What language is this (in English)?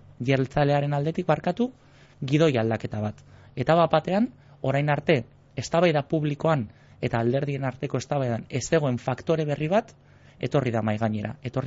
Basque